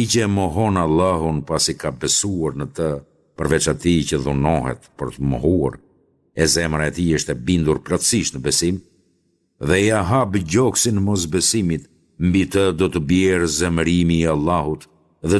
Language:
Albanian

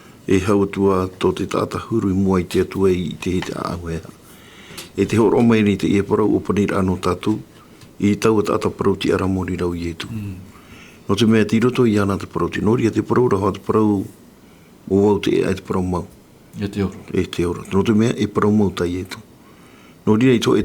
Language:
Tahitian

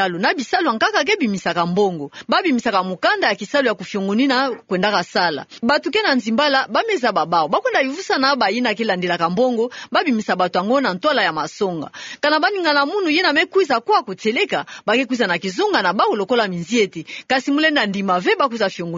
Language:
Kituba (Democratic Republic of Congo)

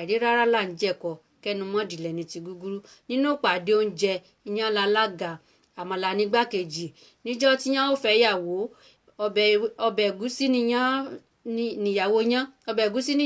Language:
Yoruba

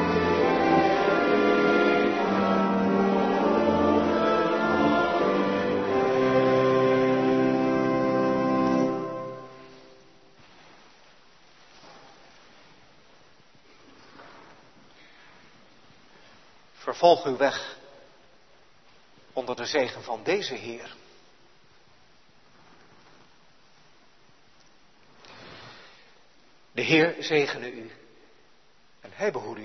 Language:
Dutch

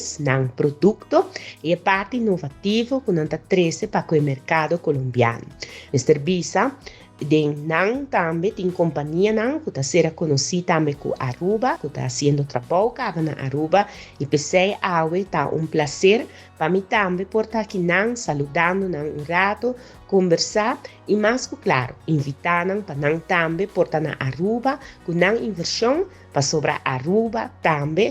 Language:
Papiamento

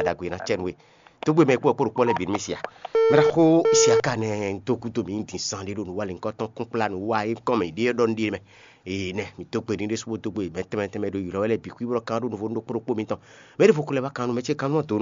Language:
Fon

